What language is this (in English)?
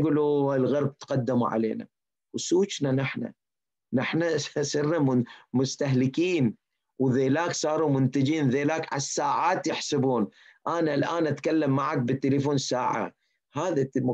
Mesopotamian Arabic